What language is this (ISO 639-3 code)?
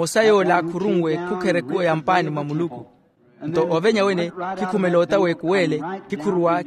vmw